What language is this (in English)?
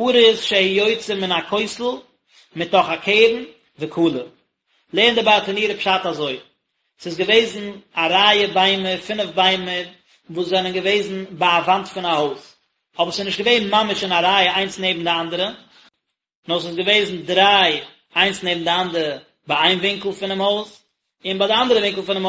Yiddish